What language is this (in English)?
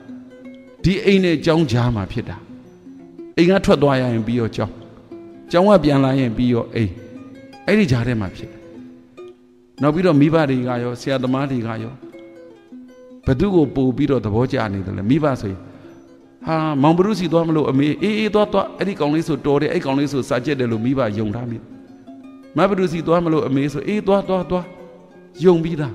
Burmese